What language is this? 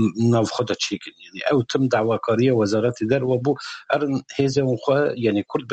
Kurdish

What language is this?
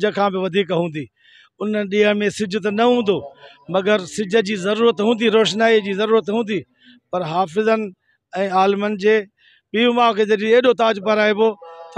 Sindhi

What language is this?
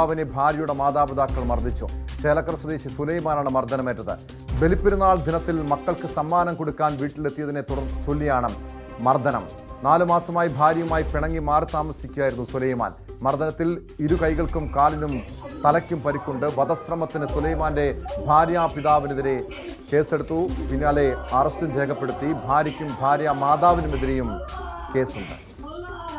Malayalam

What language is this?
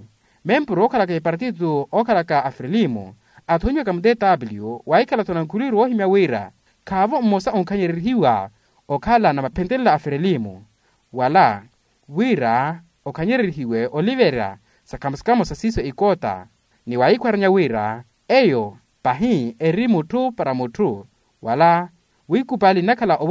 Makhuwa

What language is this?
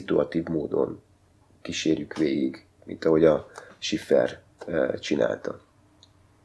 Hungarian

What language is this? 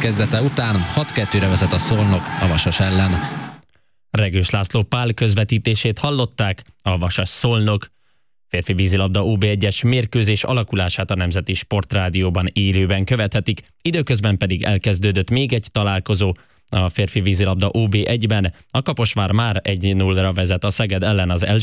Hungarian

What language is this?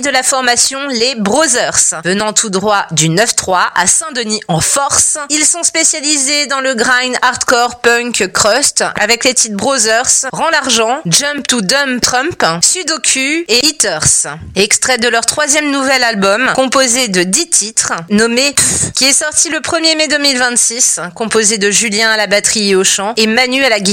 French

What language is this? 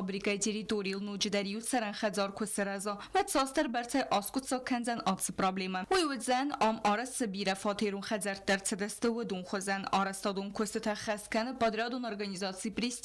Ossetic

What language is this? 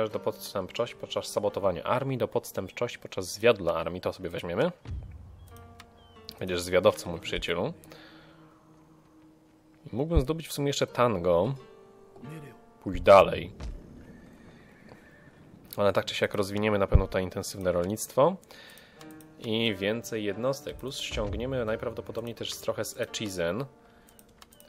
Polish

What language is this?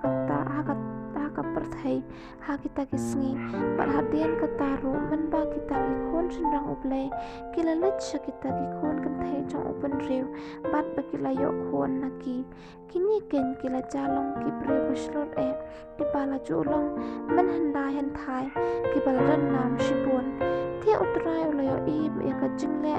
Khasi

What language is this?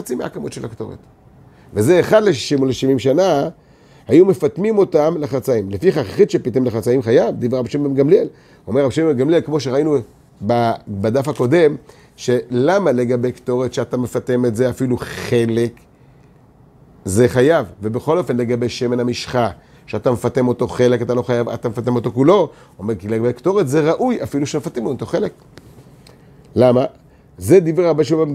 Hebrew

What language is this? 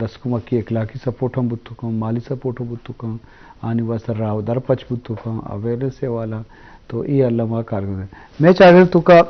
Eastern Balochi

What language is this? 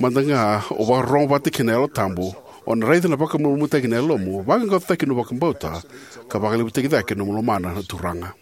Fijian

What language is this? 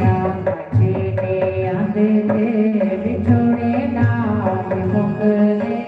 Dogri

